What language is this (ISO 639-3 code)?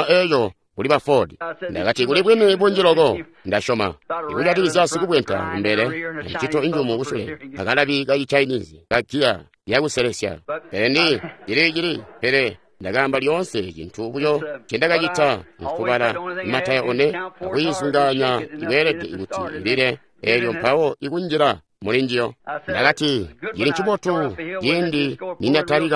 toi